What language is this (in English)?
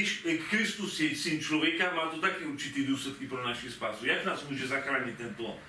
Czech